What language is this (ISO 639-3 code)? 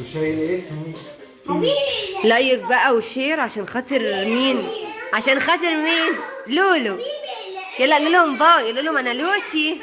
arz